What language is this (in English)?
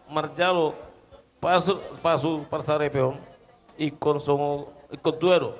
Batak Toba